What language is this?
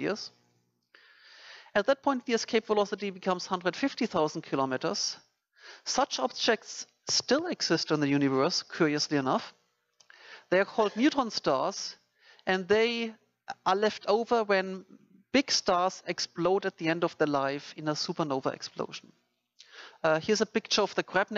English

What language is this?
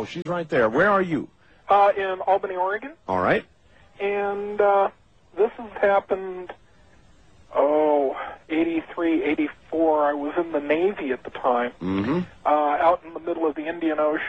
English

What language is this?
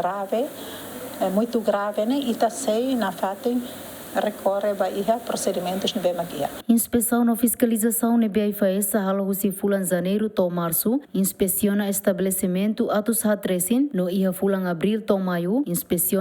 Tetum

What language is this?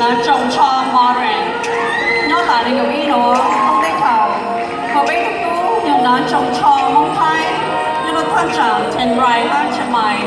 Hmong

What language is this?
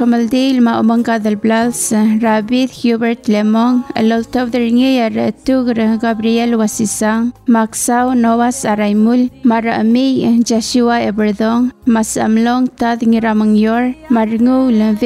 Palauan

